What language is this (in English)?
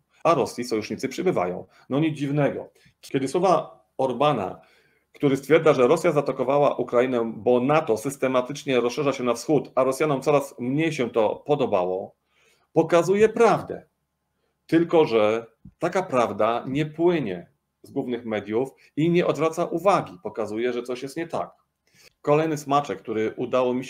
Polish